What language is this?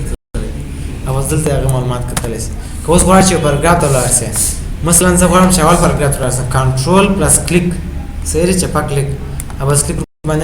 Pashto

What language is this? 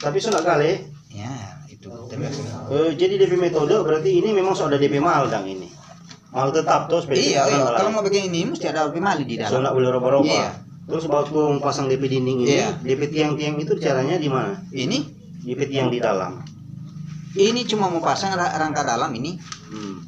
Manado Malay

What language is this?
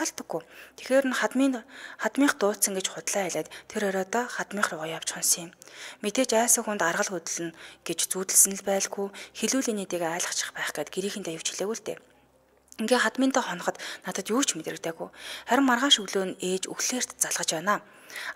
Mongolian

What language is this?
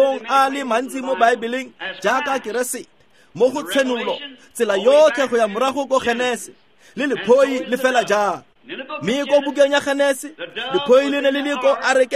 Tswana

